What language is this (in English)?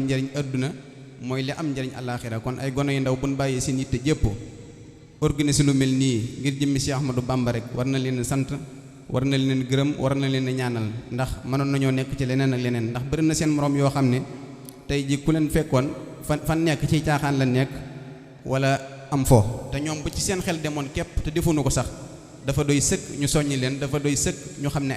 Wolof